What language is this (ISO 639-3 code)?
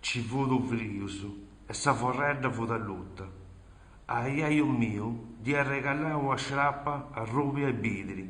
srd